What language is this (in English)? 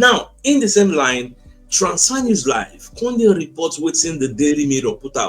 Nigerian Pidgin